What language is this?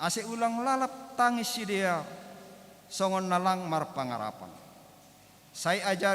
Batak Simalungun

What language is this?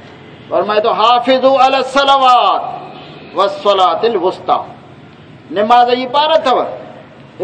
Saraiki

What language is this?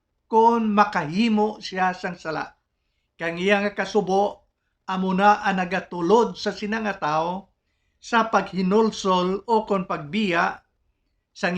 Hiligaynon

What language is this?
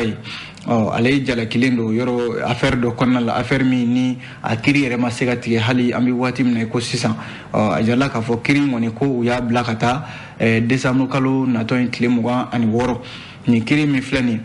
Bambara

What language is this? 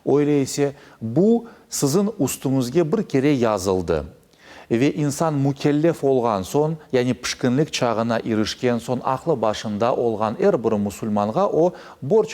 Crimean Tatar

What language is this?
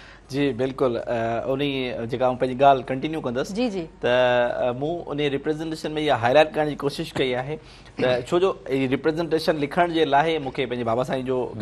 Sindhi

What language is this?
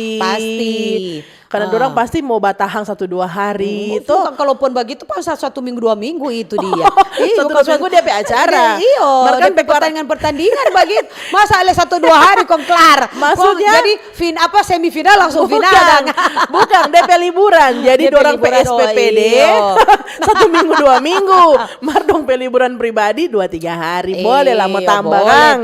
Manado Malay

